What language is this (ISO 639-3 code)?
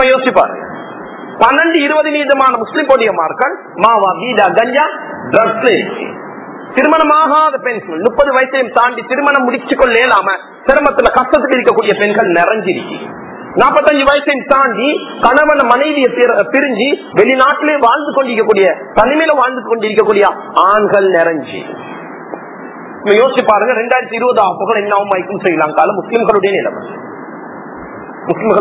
tam